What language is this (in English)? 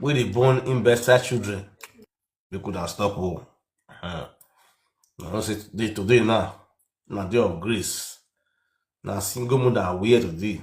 Nigerian Pidgin